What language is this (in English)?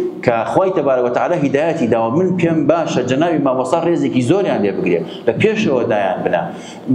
Central Kurdish